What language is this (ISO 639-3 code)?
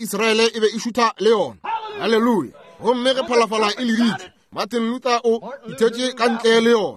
nso